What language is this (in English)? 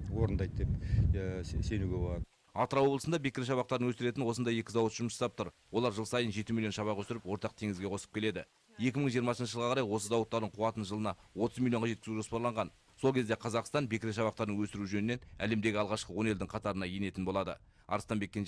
Kazakh